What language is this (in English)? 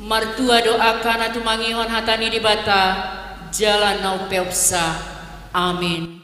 Batak Toba